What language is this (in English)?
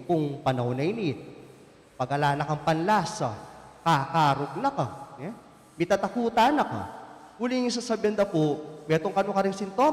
Pampanga